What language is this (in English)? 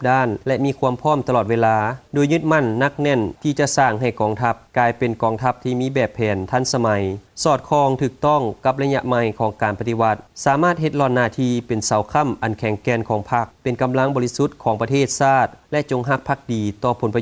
Lao